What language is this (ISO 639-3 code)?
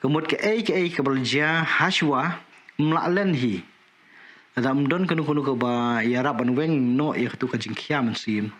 kha